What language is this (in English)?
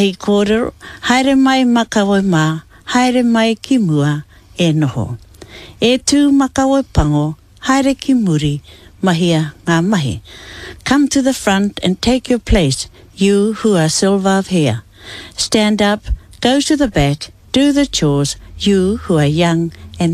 Māori